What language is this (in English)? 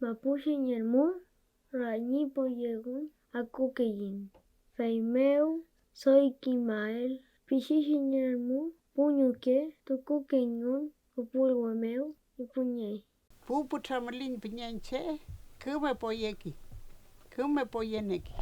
Mapuche